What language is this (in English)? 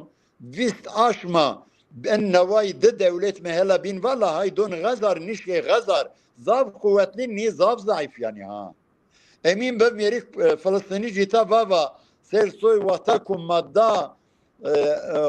Zaza